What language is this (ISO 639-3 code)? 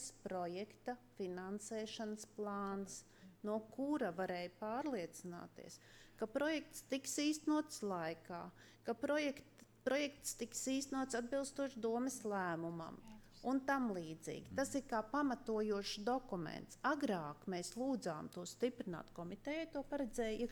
lav